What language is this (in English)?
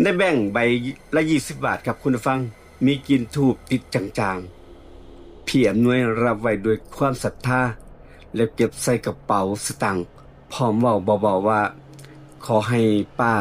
Northeastern Thai